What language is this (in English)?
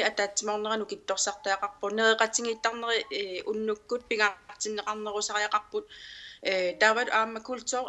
Kalaallisut